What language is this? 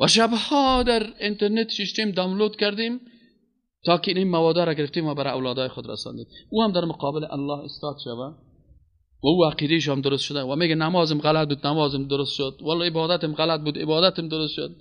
Persian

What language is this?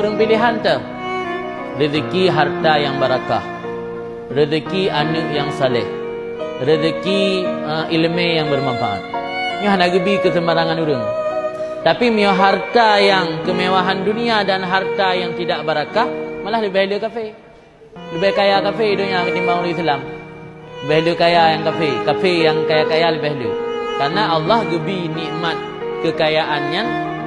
Achinese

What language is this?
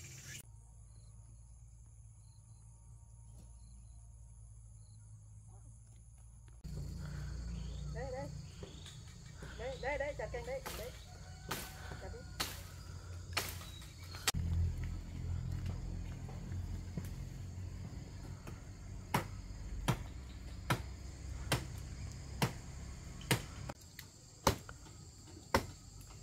Vietnamese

